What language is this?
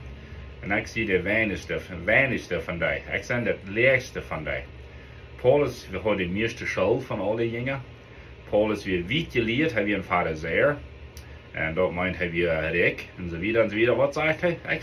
Plautdietsch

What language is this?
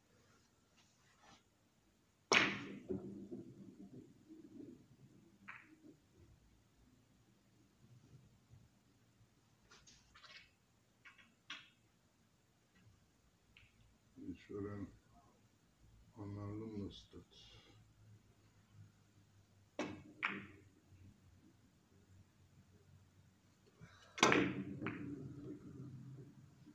Swedish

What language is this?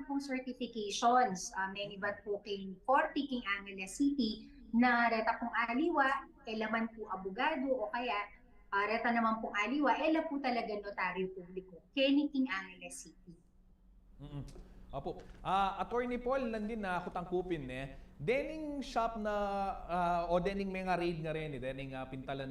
Pampanga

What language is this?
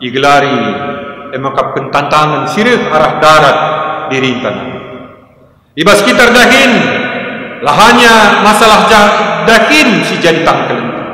Batak Karo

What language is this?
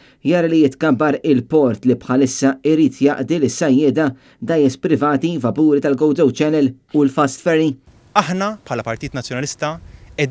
Maltese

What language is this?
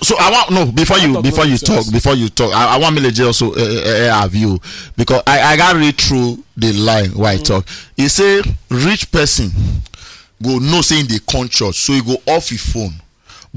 Nigerian Pidgin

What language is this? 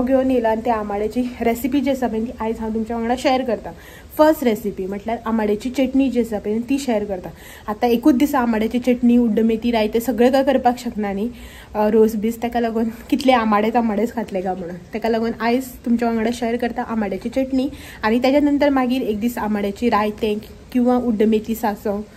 Konkani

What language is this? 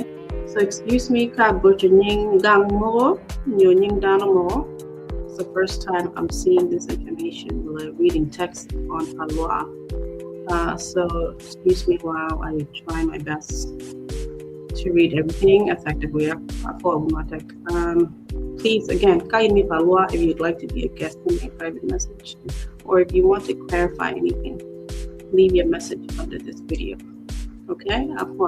Acoli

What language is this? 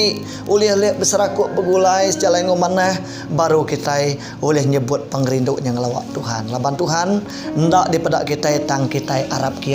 Iban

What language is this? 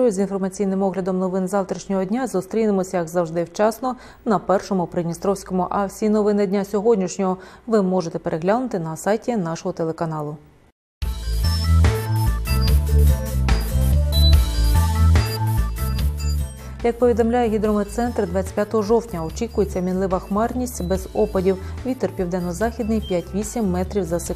Ukrainian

